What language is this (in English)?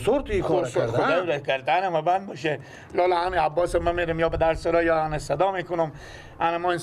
Persian